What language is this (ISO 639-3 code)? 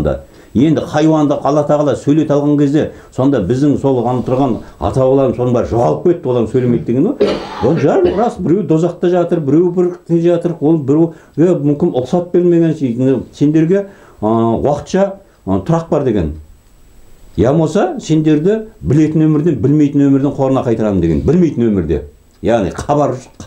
kaz